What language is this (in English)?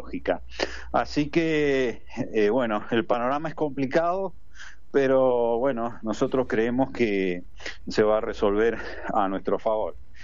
Spanish